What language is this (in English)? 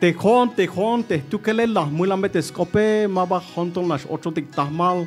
Tzeltal